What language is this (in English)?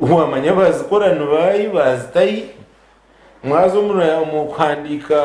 Nyankole